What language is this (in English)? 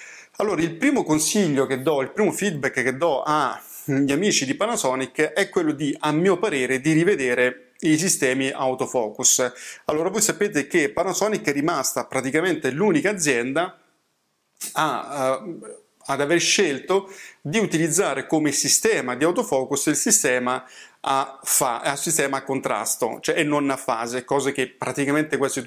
Italian